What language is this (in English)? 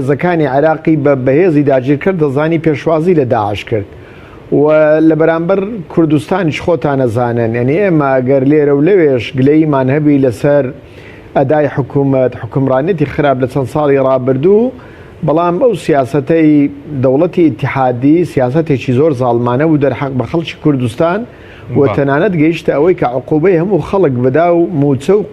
Central Kurdish